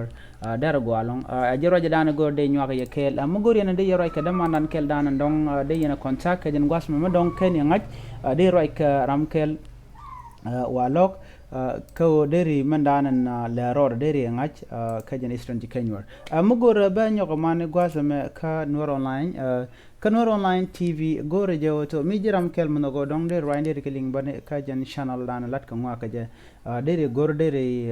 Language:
Nuer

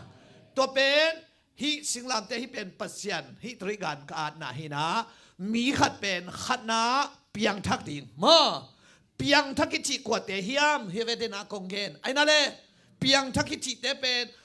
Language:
Tedim Chin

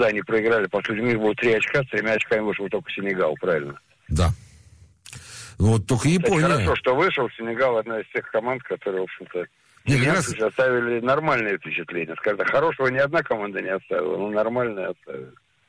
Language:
Russian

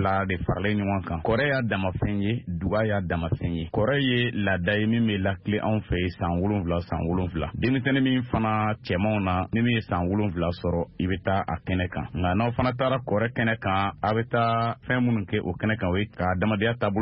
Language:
Bambara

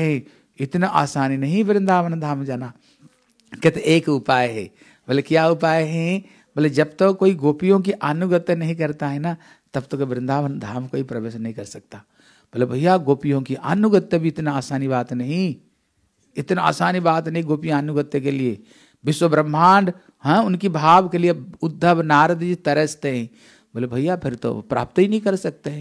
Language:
Hindi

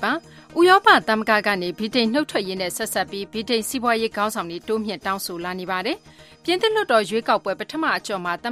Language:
Burmese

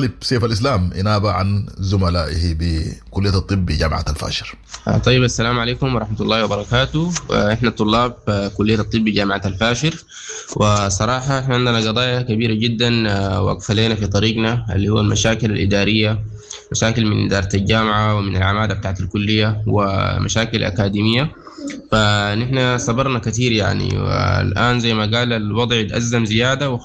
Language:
Sudanese Arabic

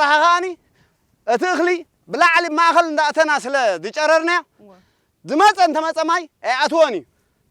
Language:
Tigrinya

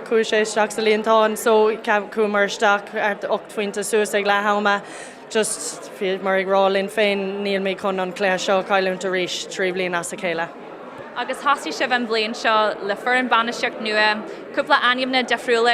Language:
Irish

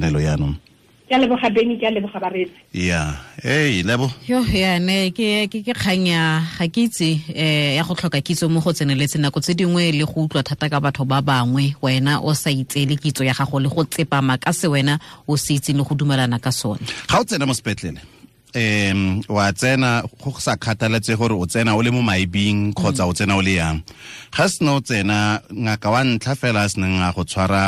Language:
Tswana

